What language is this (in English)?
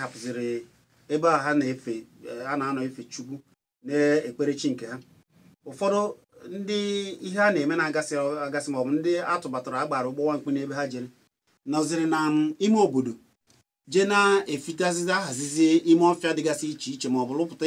Igbo